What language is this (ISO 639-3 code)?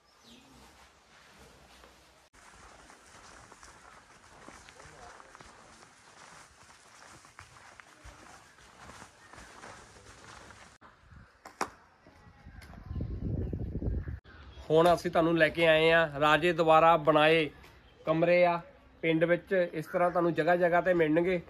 pan